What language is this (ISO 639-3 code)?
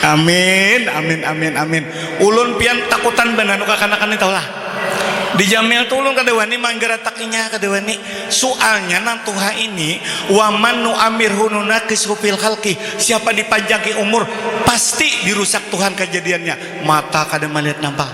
bjn